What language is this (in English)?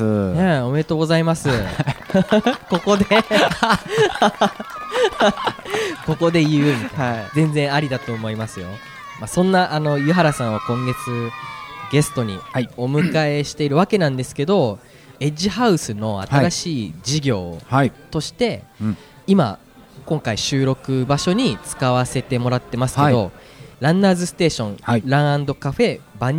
Japanese